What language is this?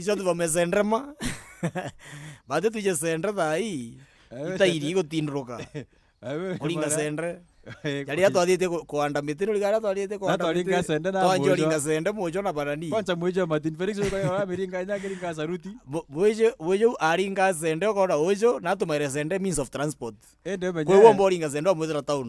Meru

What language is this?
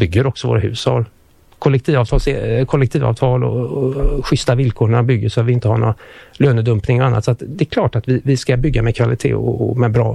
Swedish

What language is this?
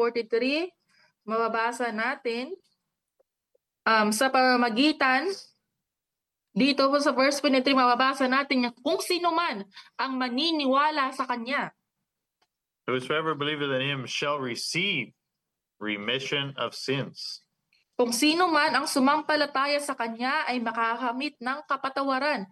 Filipino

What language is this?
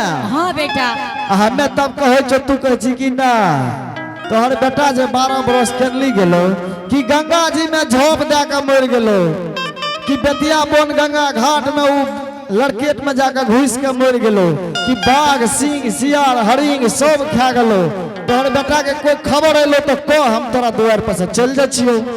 Angika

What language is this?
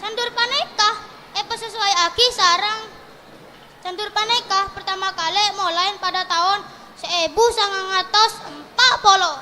Madurese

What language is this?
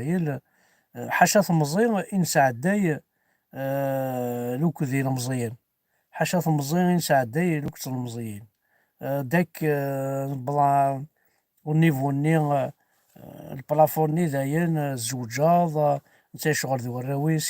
Kabyle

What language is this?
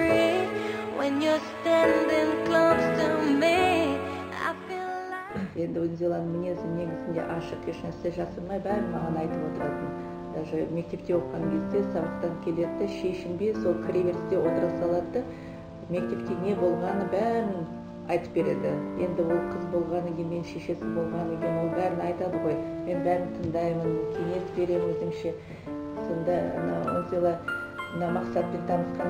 Kazakh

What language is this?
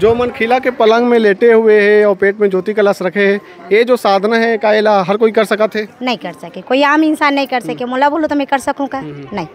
Chhattisgarhi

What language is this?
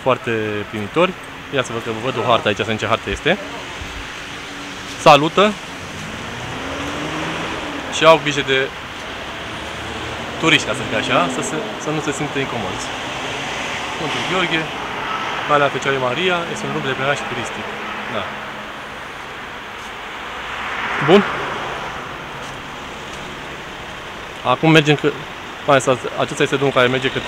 Romanian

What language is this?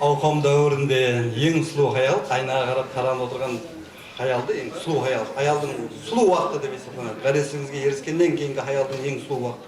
Kara-Kalpak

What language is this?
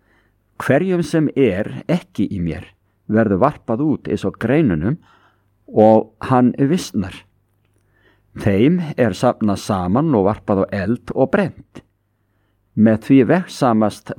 Icelandic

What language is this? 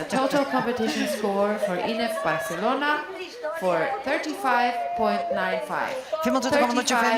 Faroese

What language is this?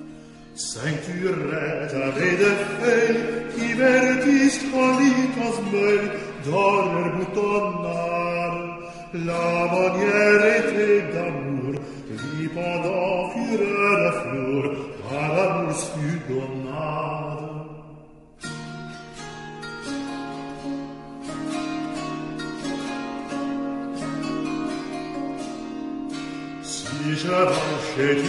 Estonian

